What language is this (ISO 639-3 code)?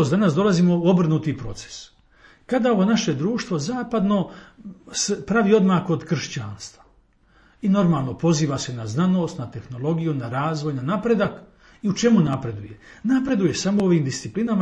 hrv